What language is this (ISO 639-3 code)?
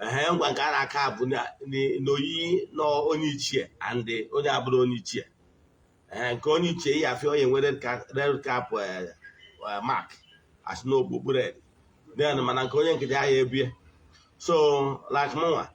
ibo